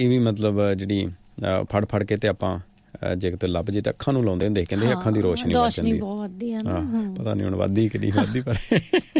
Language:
Punjabi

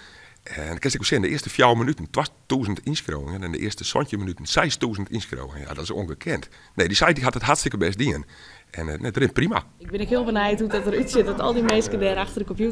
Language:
Western Frisian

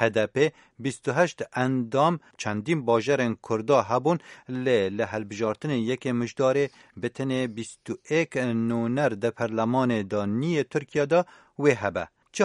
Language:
Kurdish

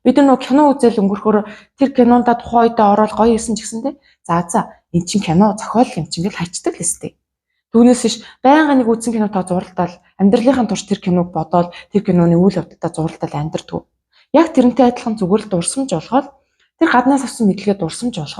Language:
Mongolian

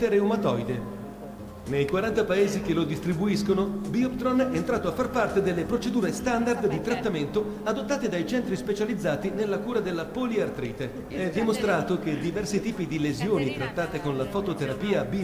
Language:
Italian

